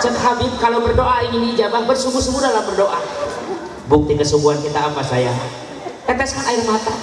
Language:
Sundanese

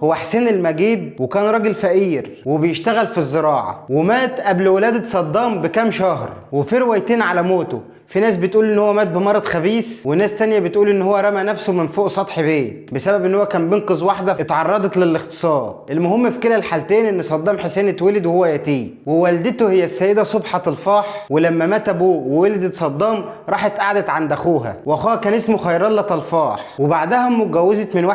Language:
Egyptian Arabic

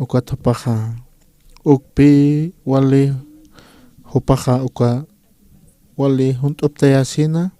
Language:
Aymara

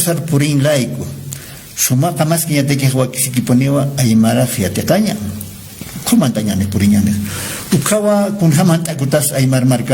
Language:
Aymara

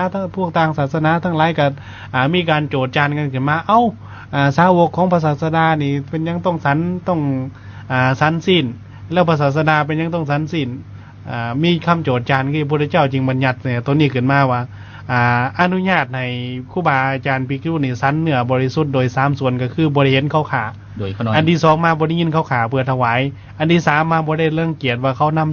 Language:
Lao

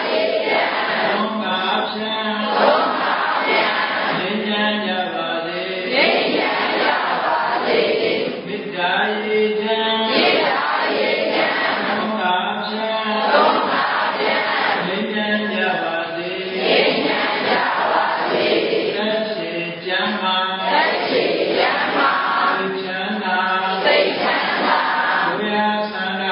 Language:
Burmese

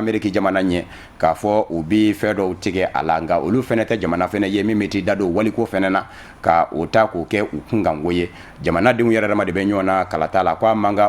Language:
Bambara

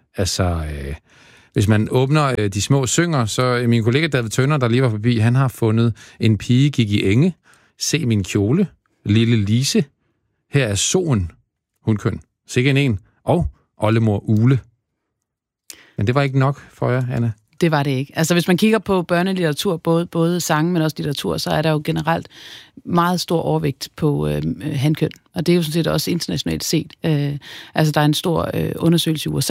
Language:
Danish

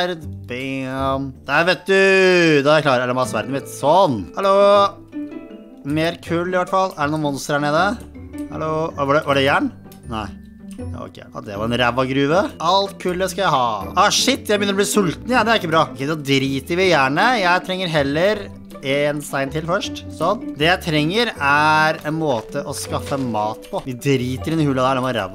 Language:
Norwegian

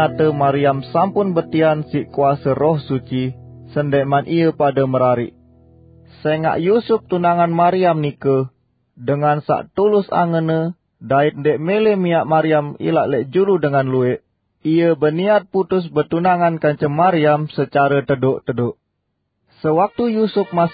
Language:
Sasak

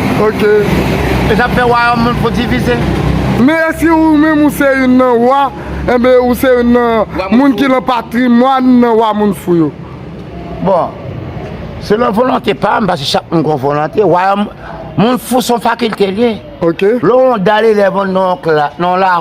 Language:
Haitian Creole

